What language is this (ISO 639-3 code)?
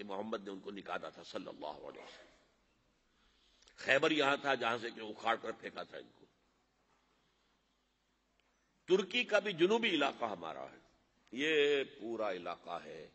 urd